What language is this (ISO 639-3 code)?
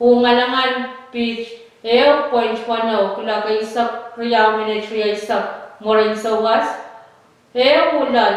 pon